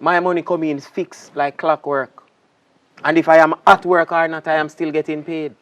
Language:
Jamaican Creole English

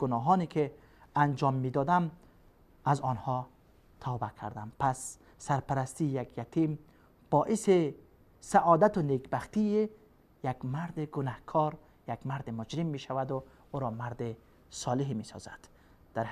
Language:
Persian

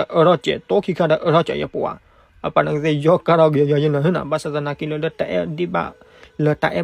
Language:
S'gaw Karen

